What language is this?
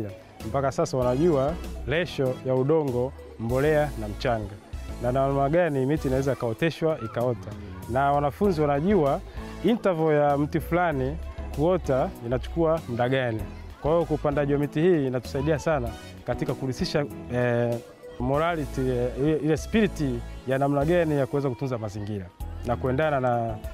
Swahili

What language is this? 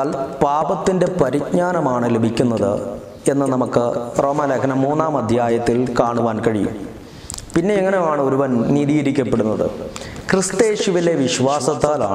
Malayalam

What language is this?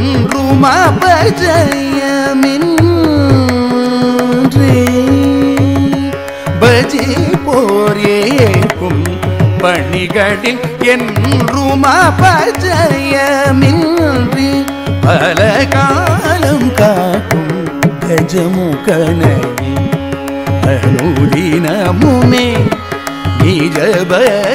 Tamil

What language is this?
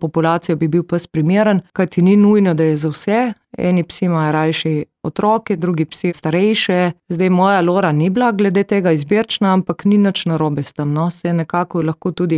Slovenian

